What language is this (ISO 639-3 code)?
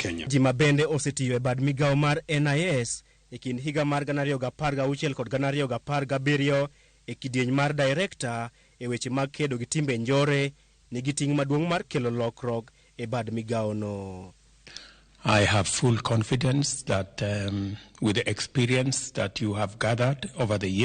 luo